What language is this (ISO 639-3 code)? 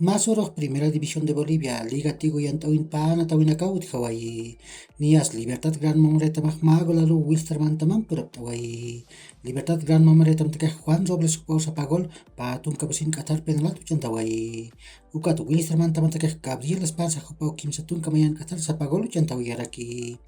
aym